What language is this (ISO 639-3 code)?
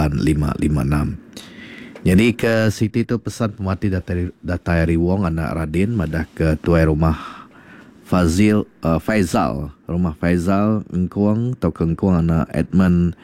iba